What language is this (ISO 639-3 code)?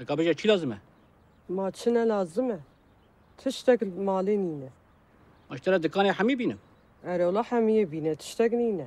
kur